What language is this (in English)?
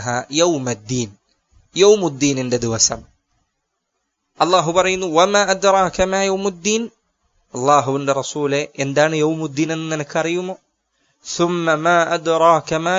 Malayalam